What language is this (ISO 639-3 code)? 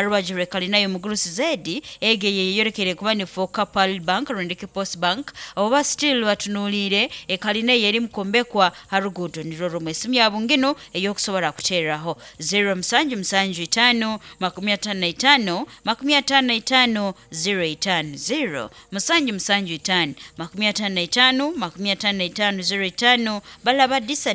nyo